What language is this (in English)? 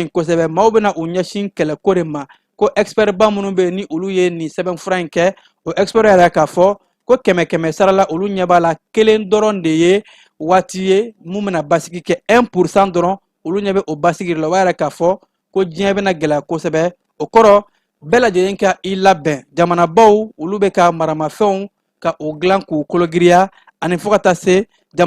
Bambara